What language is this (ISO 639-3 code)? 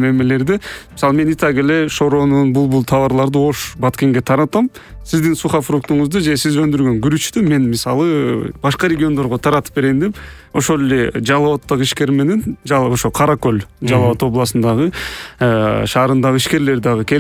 kir